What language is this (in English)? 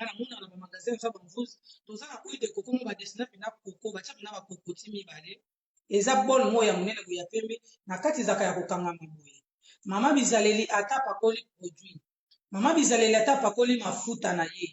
Lingala